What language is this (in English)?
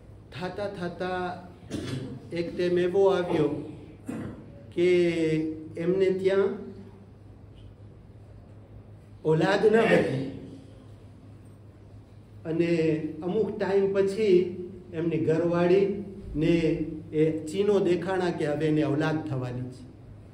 Gujarati